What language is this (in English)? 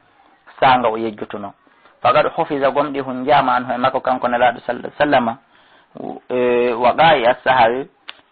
Fula